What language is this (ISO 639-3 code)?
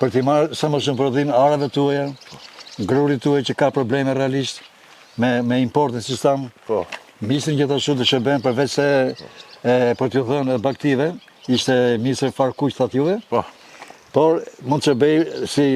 sqi